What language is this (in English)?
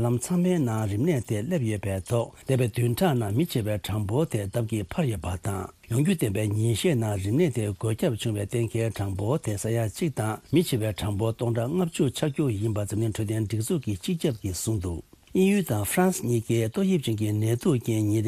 Tibetan